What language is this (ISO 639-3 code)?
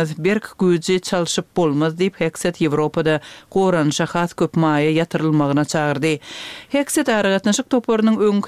tuk